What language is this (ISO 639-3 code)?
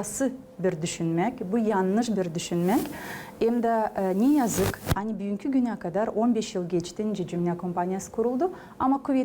gag